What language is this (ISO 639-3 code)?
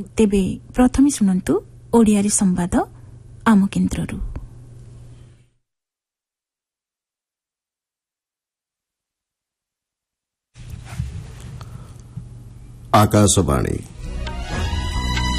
ori